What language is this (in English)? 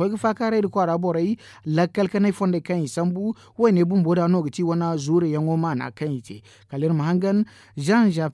Zarma